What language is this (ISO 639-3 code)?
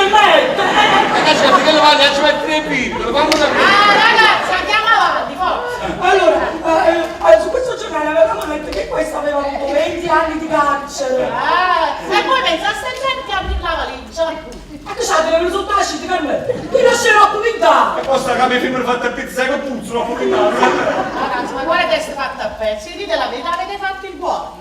nap